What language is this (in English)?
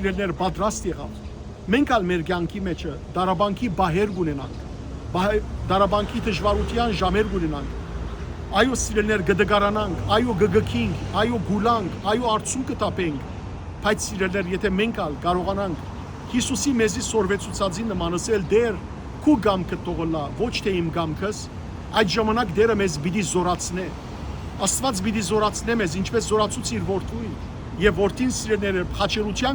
Western Armenian